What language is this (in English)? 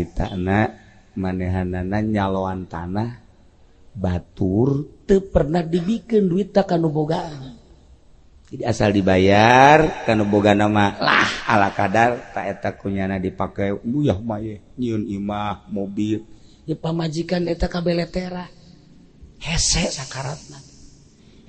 Sundanese